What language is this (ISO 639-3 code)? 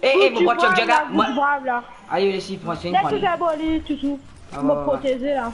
mfe